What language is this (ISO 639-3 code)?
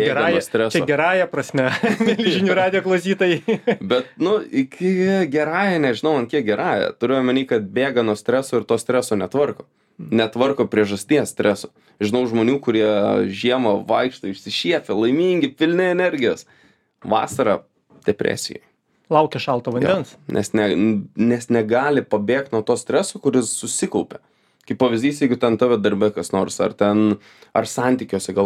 lit